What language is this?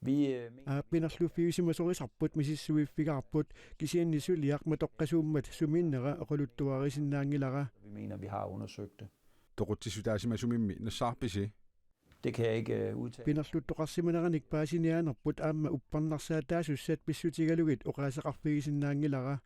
Kalaallisut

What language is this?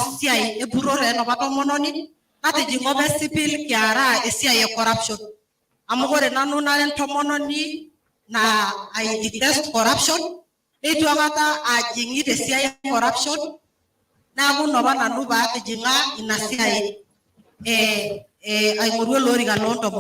Masai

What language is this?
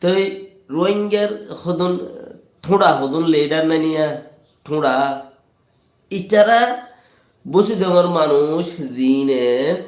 Rohingya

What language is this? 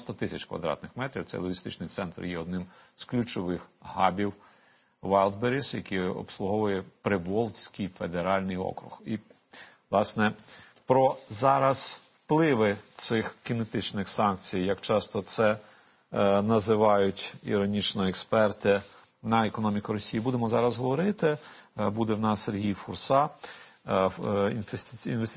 Ukrainian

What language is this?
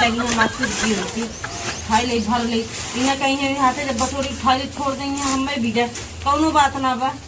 Awadhi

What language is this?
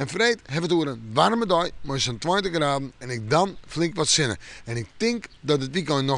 Western Frisian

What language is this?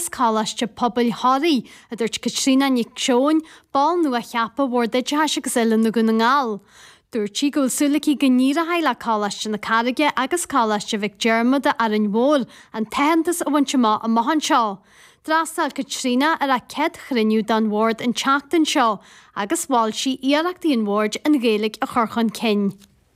Irish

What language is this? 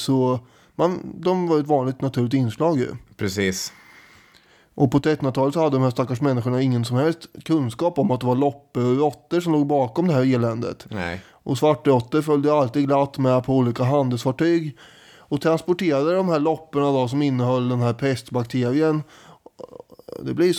Swedish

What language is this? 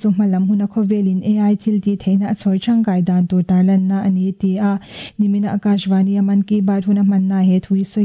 Mizo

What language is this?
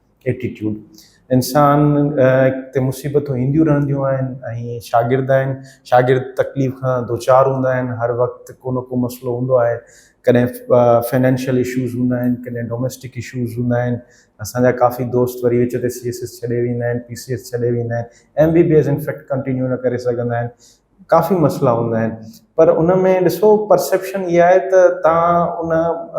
Sindhi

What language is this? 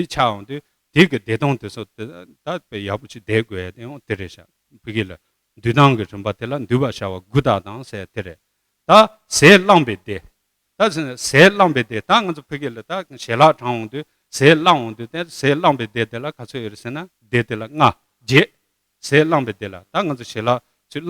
Tibetan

